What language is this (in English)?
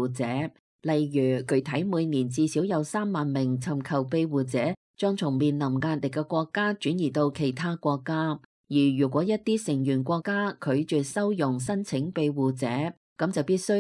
Cantonese